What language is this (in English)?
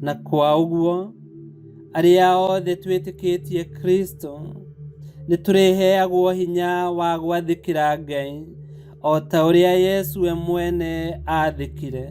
Kikuyu